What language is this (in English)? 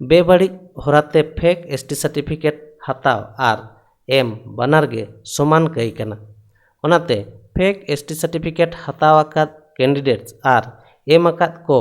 Santali